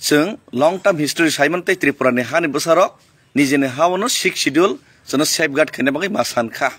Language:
Kok Borok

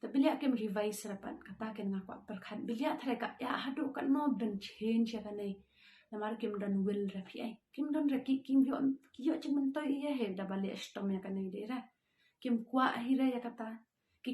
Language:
Khasi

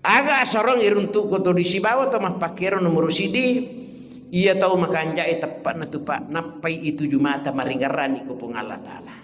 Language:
Buginese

